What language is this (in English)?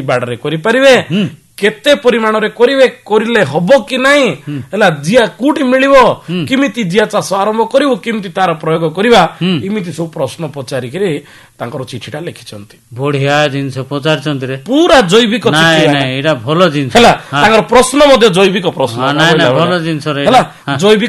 Odia